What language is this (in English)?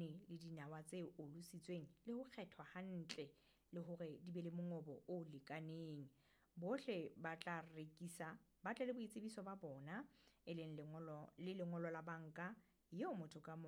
Southern Sotho